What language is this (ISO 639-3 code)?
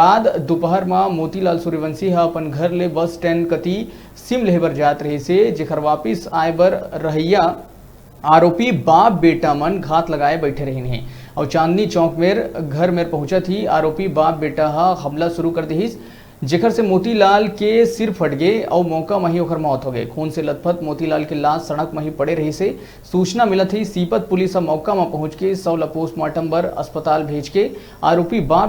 hne